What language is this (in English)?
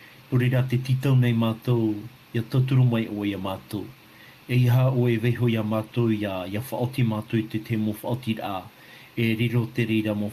Tahitian